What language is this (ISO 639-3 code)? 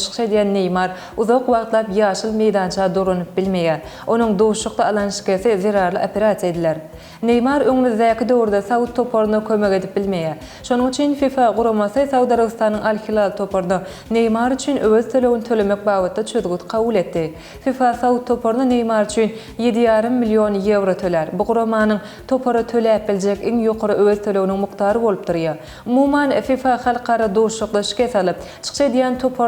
tuk